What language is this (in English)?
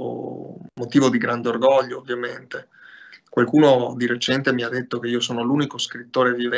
Italian